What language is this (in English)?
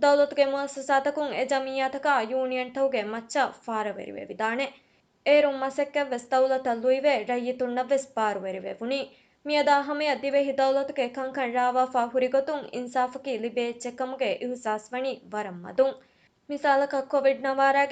Divehi